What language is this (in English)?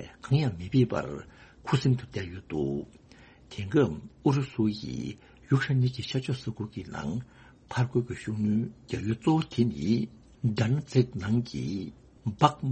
Tibetan